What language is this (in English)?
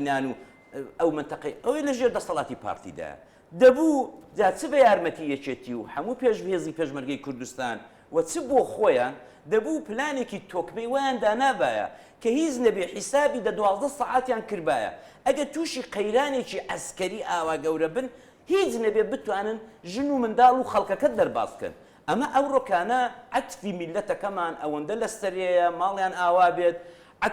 Central Kurdish